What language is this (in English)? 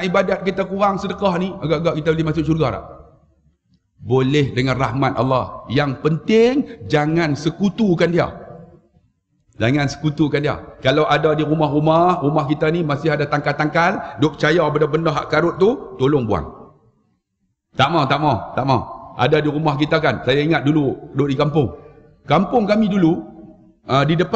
Malay